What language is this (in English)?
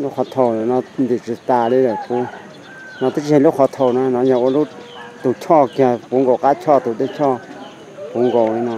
Hmong